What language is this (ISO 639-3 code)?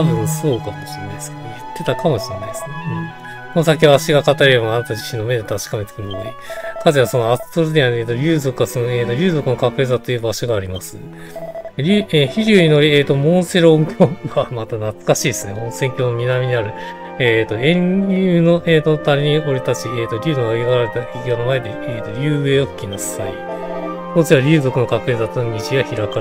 jpn